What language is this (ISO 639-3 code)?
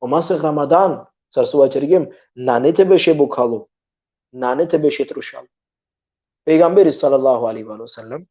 rmn